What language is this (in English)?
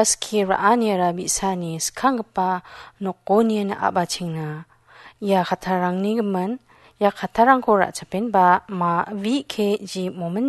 Garo